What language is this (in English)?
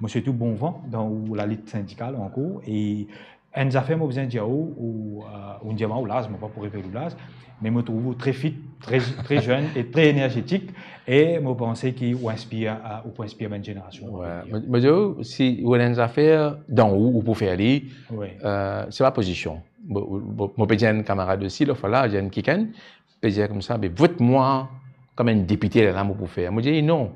Morisyen